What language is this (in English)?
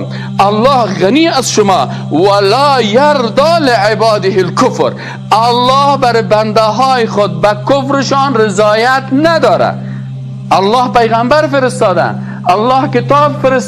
Persian